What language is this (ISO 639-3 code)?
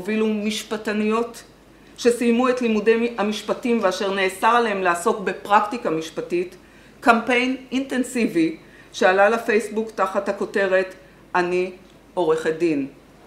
heb